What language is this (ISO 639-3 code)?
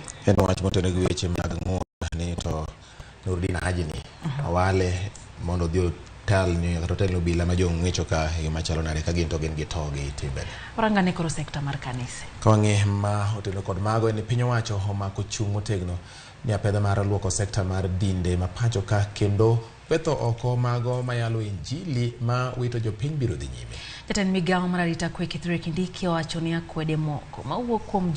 luo